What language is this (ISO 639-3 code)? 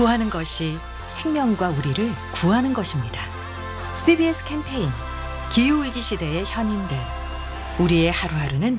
kor